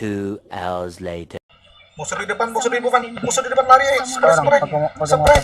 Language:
Banjar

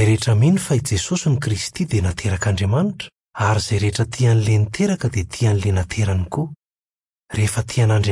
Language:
Malagasy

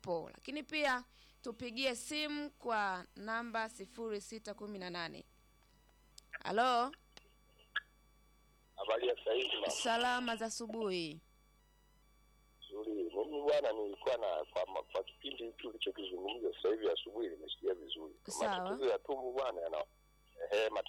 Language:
Swahili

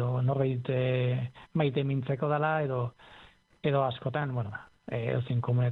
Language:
Basque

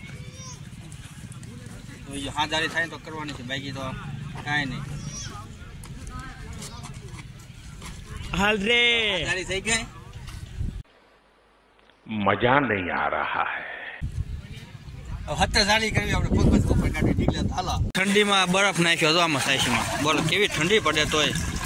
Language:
Gujarati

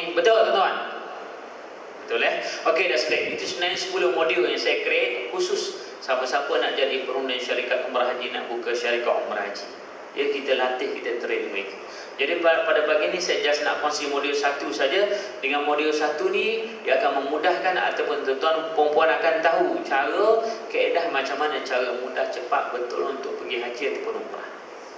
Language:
Malay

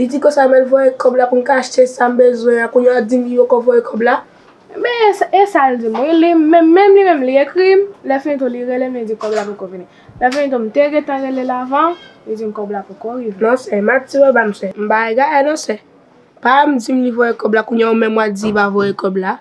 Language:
Haitian Creole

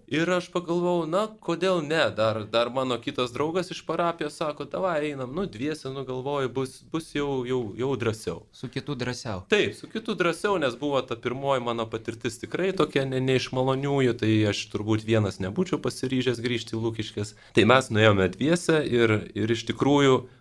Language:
Lithuanian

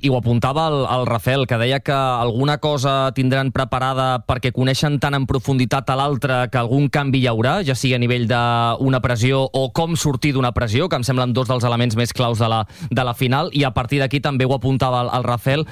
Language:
Catalan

